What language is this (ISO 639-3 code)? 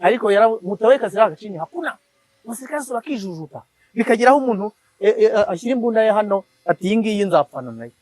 kin